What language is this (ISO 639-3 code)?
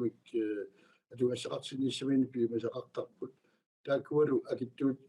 kal